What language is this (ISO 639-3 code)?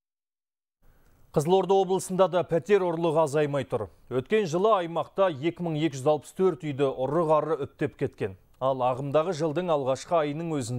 kaz